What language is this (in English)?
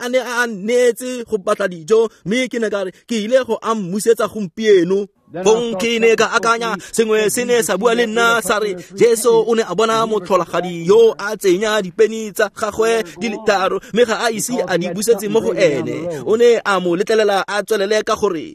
Tswana